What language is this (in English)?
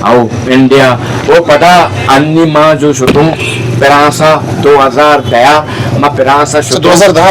Eastern Balochi